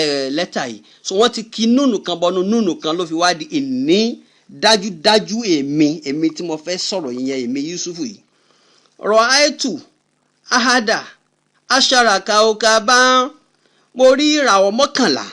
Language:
Yoruba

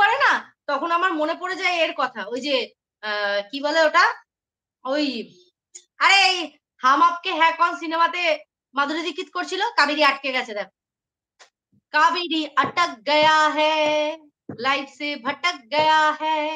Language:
Bangla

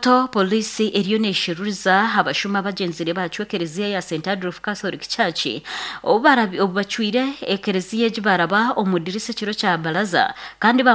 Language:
Nyankole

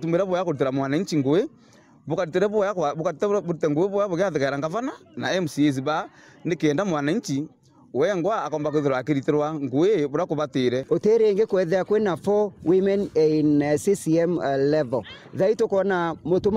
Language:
Meru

